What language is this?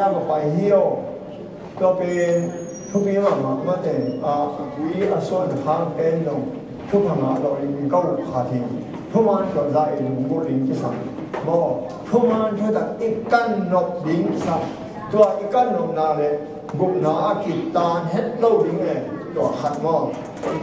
Tedim Chin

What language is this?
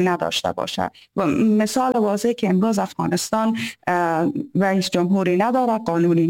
Persian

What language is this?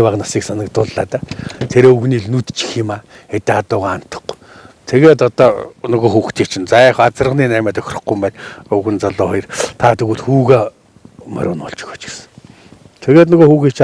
Mongolian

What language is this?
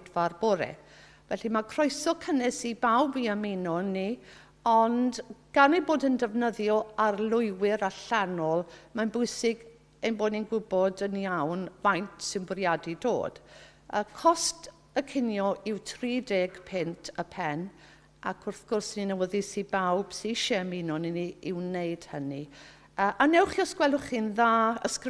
Welsh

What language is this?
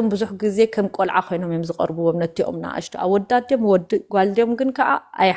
Tigrinya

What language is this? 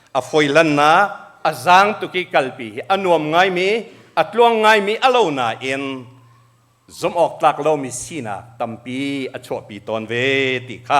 Hakha Chin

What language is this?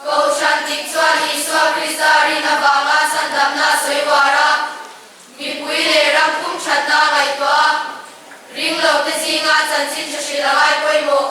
Mizo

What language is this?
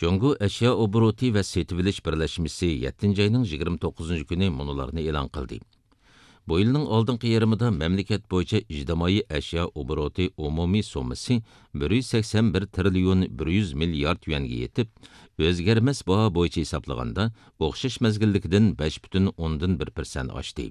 Uyghur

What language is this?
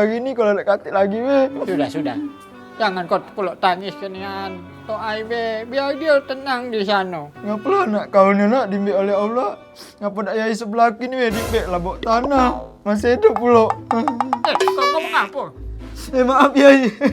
Musi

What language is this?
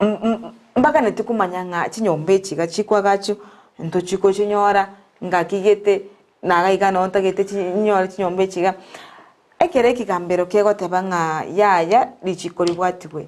Gusii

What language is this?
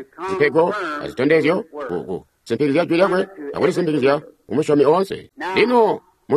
Tonga (Zambia)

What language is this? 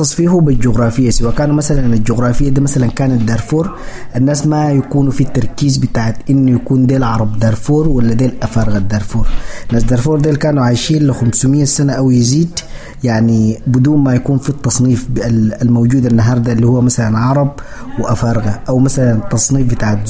Sudanese Arabic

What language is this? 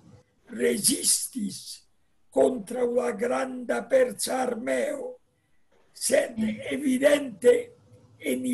Esperanto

